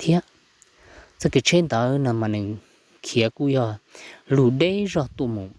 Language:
Hmong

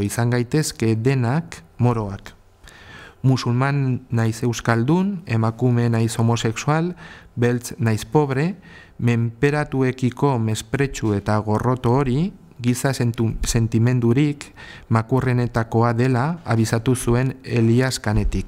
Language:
Basque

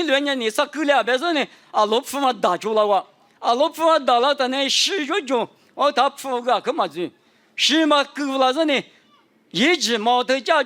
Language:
Lisu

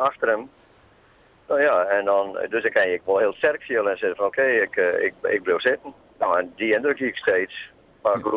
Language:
Western Frisian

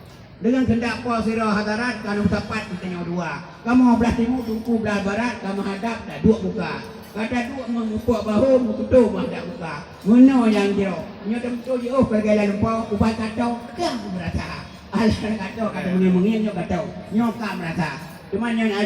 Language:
Achinese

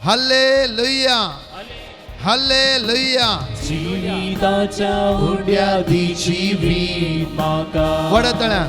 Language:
Konkani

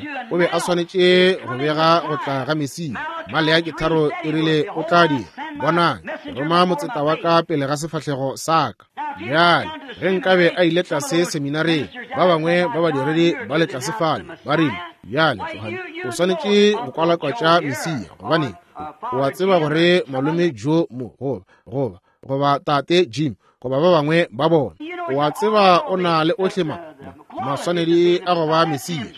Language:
Northern Sotho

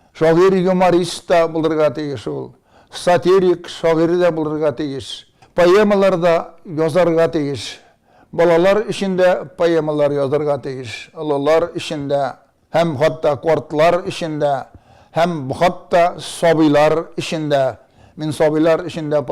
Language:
Tatar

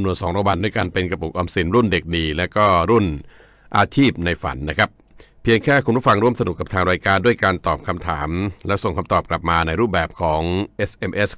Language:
Thai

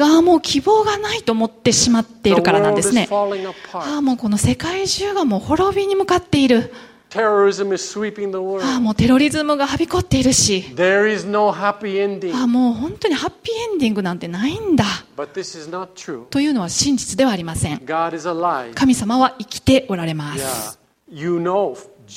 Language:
Japanese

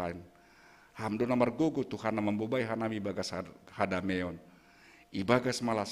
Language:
Batak Simalungun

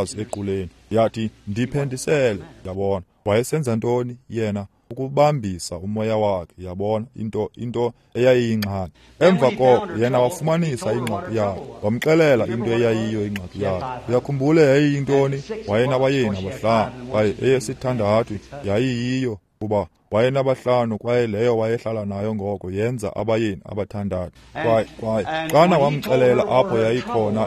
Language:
Xhosa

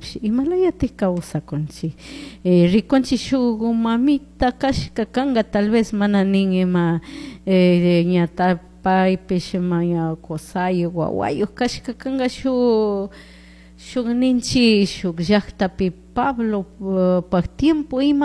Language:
Chimborazo Highland Quichua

